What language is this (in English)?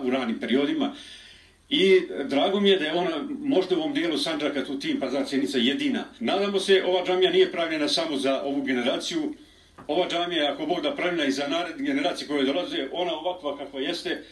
Bosnian